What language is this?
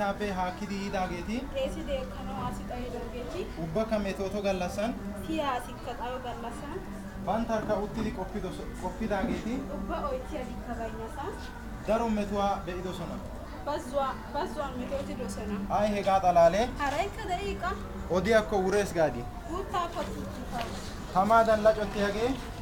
Wolaytta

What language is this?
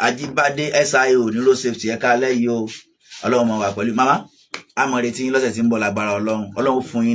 Yoruba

